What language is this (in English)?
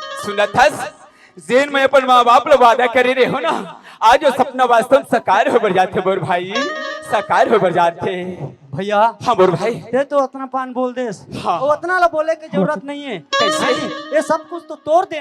Chhattisgarhi